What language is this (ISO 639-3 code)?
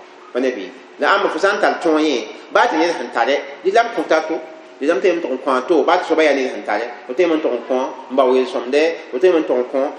mos